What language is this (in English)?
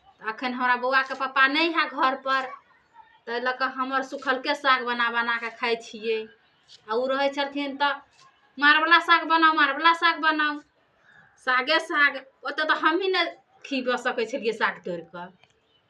Maithili